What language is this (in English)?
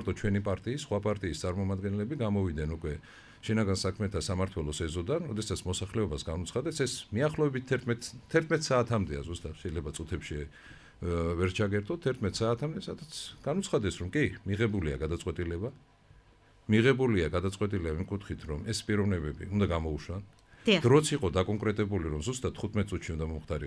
Georgian